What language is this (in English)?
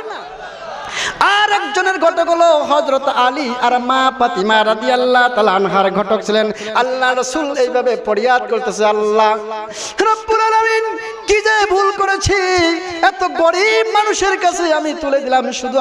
Bangla